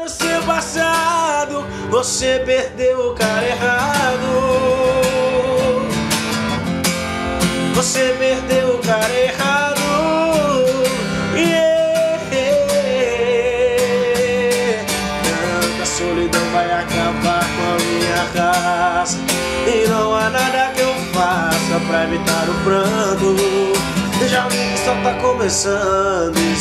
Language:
Portuguese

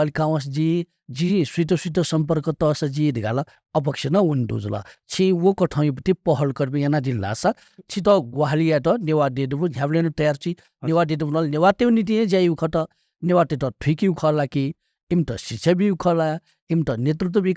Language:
Newari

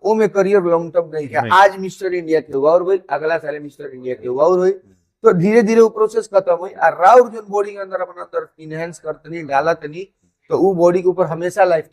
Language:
Bhojpuri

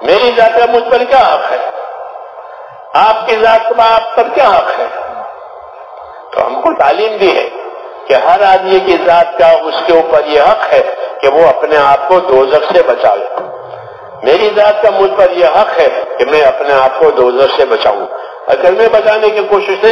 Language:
Urdu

